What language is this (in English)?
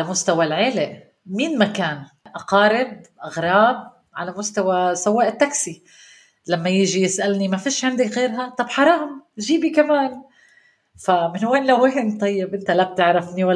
North Levantine Arabic